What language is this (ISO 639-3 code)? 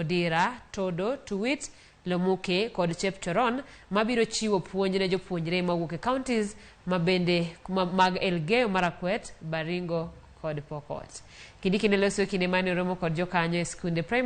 luo